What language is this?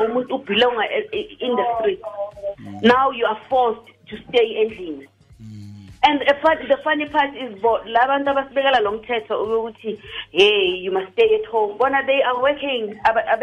Tswana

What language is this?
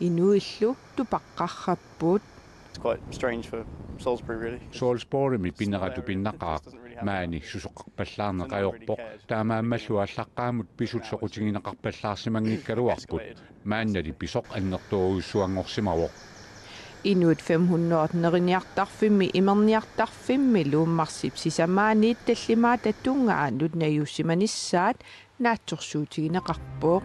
Kalaallisut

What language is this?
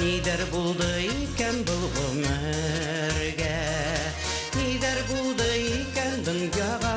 Bashkir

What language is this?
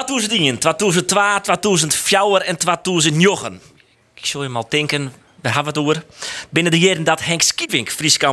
Western Frisian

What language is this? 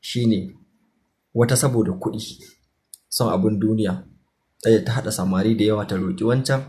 Hausa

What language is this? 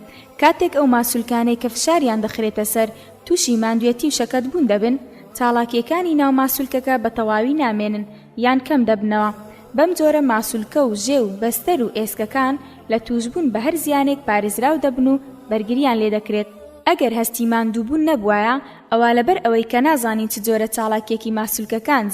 Central Kurdish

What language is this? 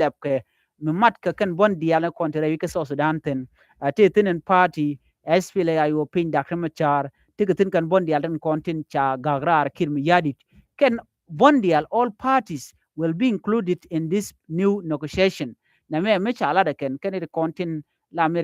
Nuer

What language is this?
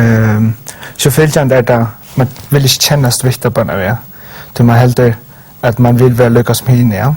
Faroese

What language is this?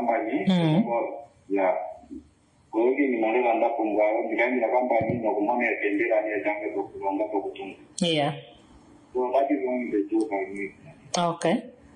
Swahili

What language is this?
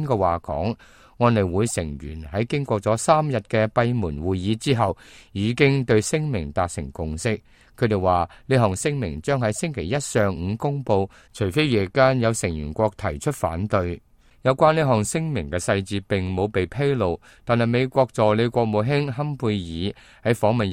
Cantonese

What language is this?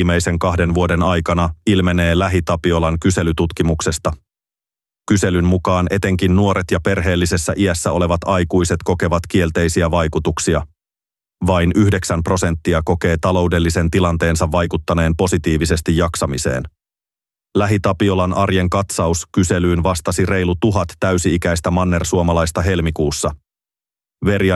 Finnish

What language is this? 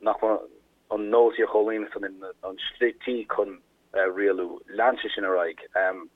Irish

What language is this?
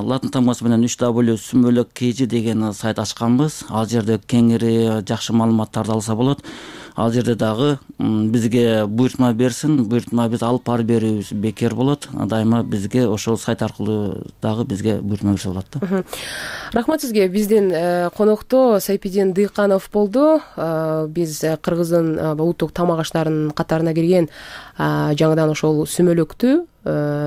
Kyrgyz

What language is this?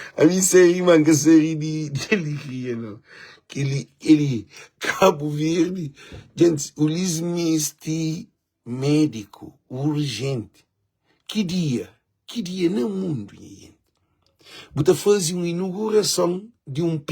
Kabuverdianu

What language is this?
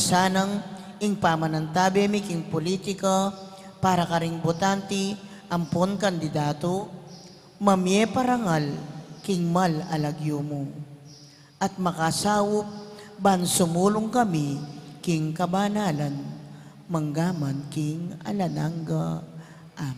Pampanga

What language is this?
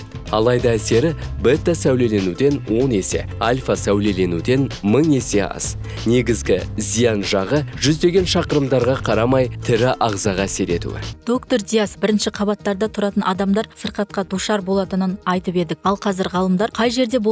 Kazakh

